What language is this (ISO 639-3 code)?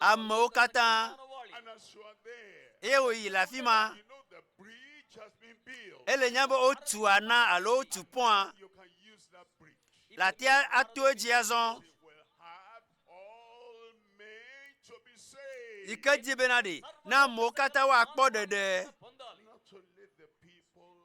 ewe